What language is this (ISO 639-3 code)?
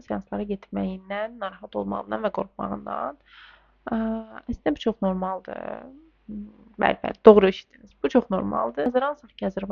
aze